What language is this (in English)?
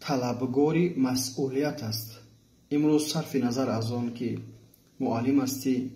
Tajik